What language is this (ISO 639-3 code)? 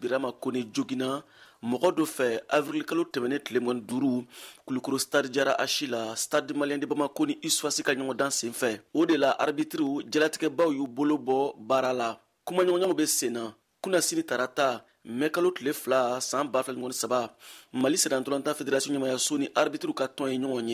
bam